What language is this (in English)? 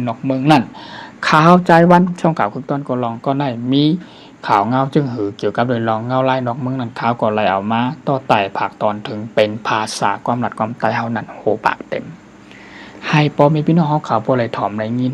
Shan